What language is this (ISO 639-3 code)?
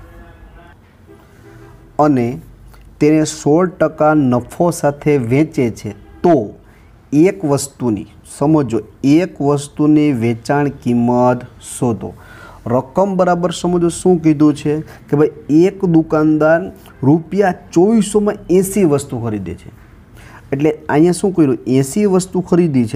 guj